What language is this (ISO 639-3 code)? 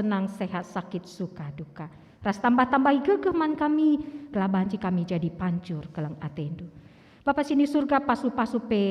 btx